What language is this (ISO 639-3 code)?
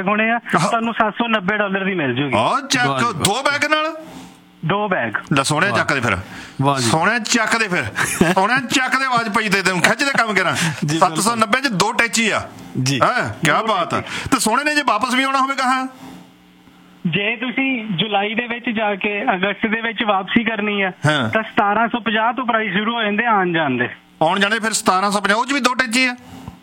pan